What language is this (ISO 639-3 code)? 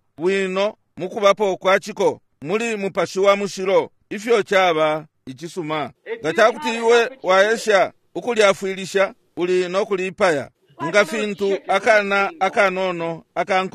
bem